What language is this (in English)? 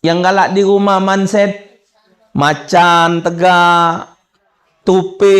Musi